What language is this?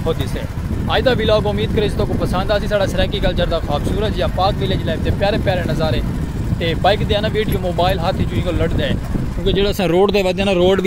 Saraiki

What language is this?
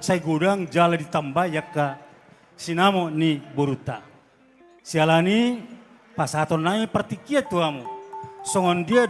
Batak Toba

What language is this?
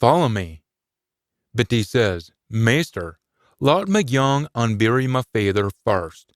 Scots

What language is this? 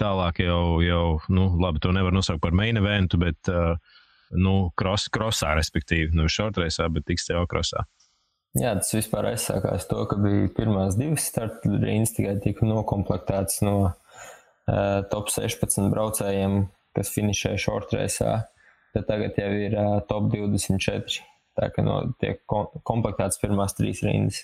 Latvian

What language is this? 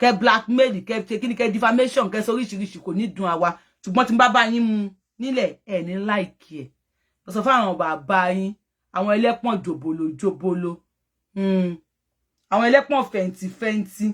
Yoruba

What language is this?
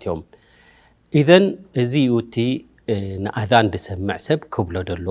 Tigrinya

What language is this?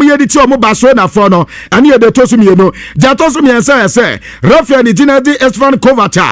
Akan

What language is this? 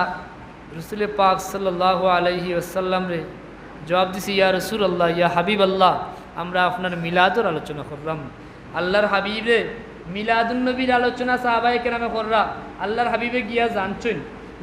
Sylheti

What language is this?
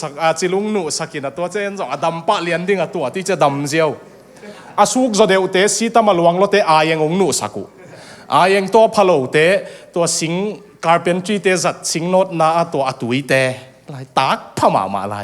Tedim Chin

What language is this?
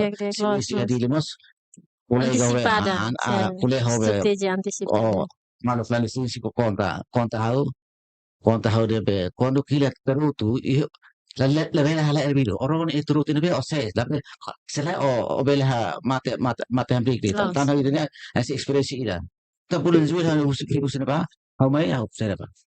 Tetum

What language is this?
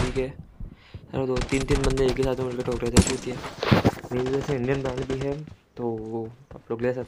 Hindi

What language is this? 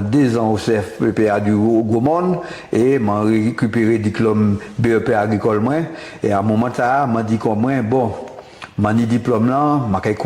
Guadeloupean Creole French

